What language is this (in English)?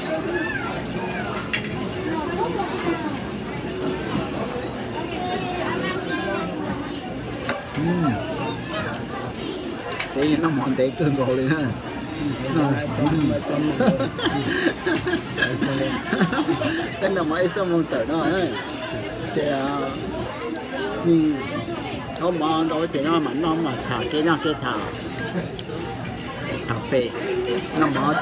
Vietnamese